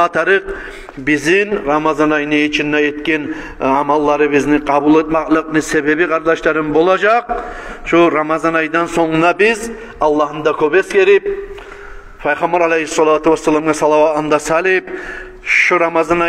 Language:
Kumyk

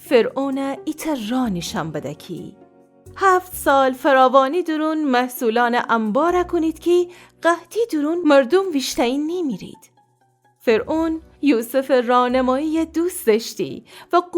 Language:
Gilaki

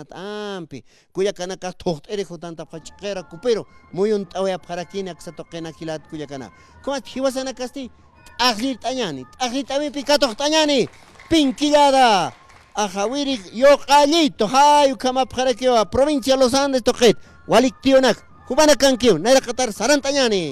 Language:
Aymara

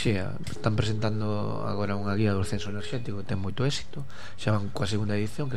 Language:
Galician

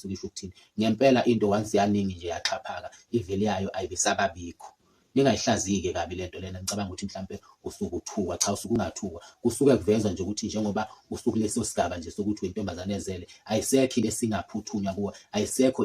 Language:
Zulu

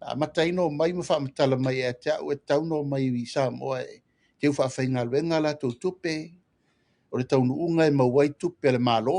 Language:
Samoan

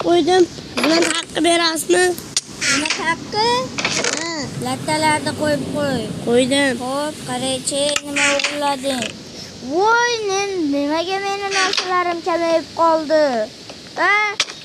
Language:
Uzbek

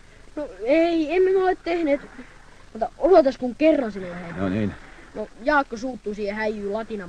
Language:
Finnish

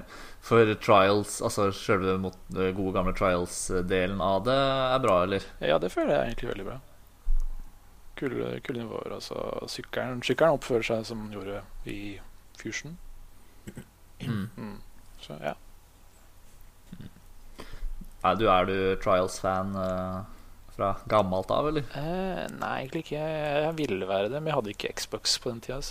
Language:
Norwegian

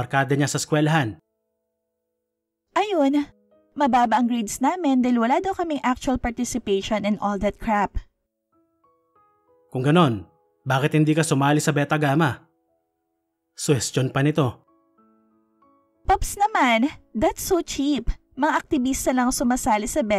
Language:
Filipino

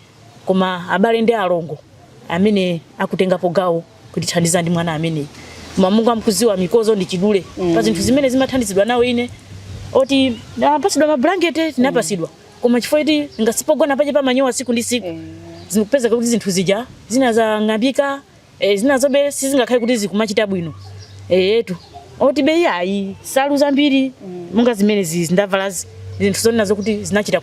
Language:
Nyanja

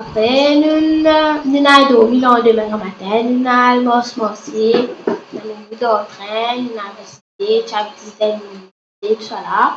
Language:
Morisyen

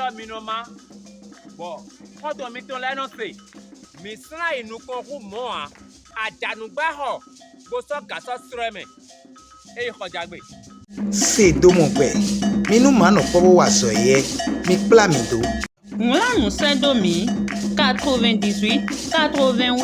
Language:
Fon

